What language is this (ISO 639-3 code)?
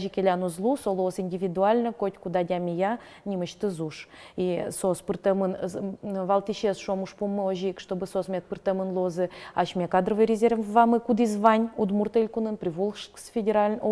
udm